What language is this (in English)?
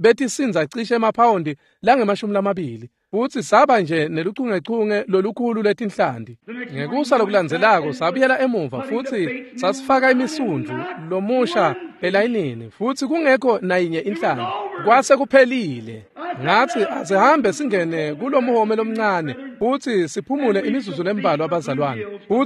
Swati